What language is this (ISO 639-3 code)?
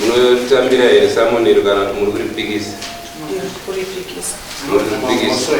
sna